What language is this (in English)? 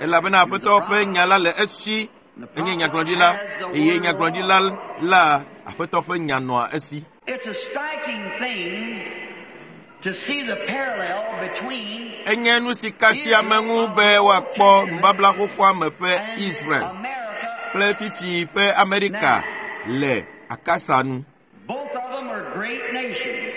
Ewe